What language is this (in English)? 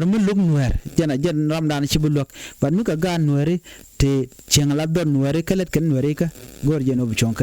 Nuer